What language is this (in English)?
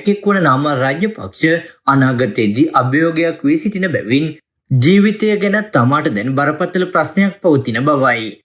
Sinhala